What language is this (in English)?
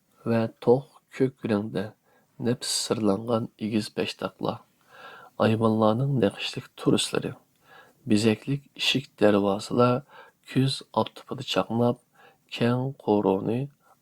Uyghur